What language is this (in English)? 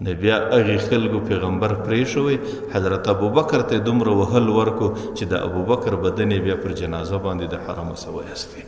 Pashto